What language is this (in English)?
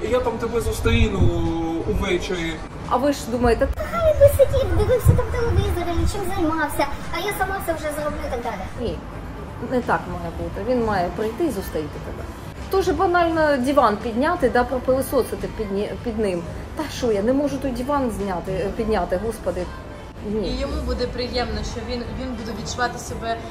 Ukrainian